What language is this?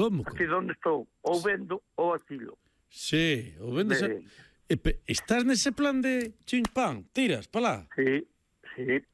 Galician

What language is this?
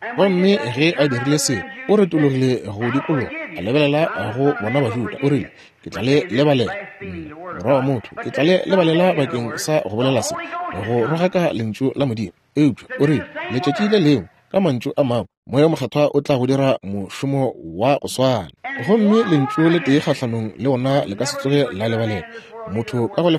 Northern Sotho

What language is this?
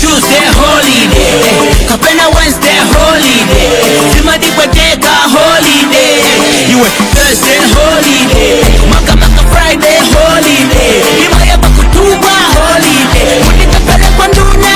Nyanja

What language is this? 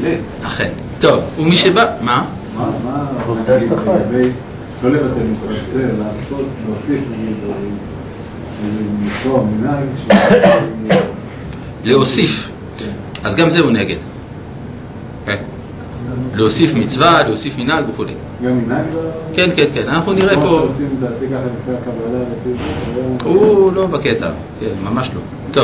Hebrew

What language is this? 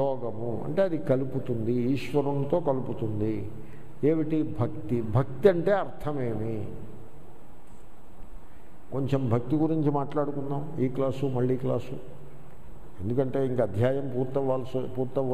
Telugu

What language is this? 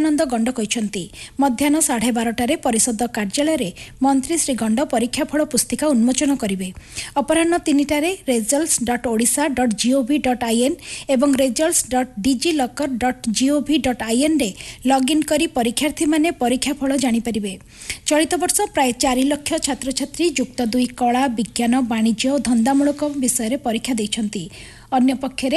Odia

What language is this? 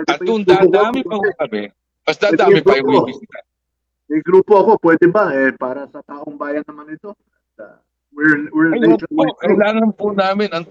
Filipino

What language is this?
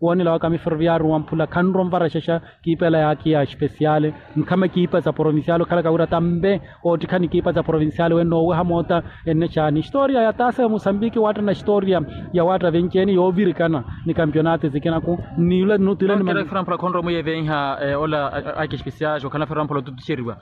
Makhuwa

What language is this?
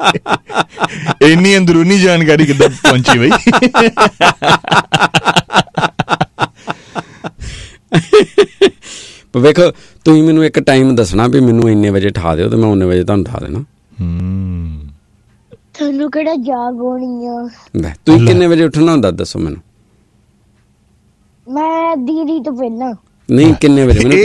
Punjabi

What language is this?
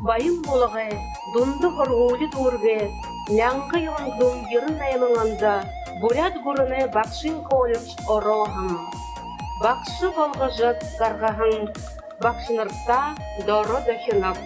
Buriat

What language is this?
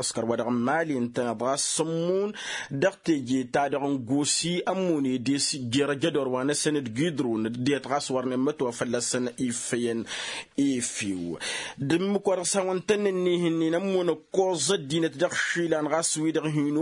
Tamasheq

